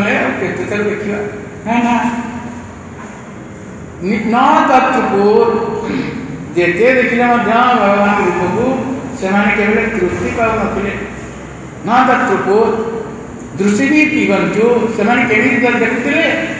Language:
Odia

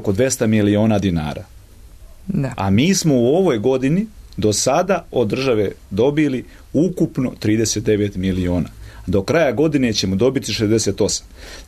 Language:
Serbian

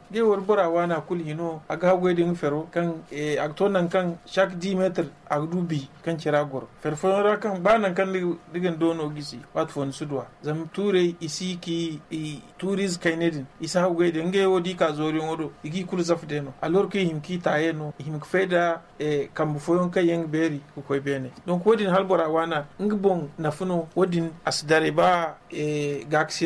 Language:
Zarma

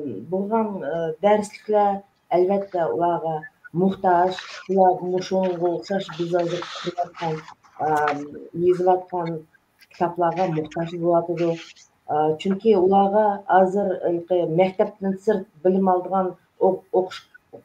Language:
Uyghur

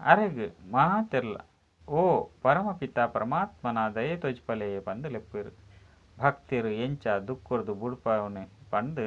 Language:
Tulu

